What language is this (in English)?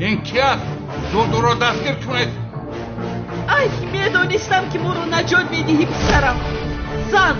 Tajik